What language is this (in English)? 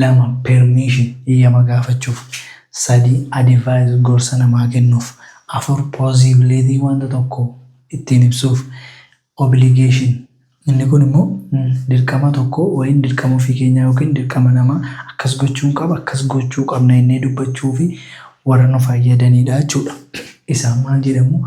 Oromo